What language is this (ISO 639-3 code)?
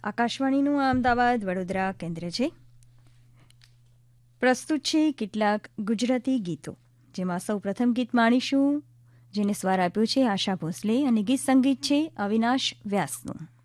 guj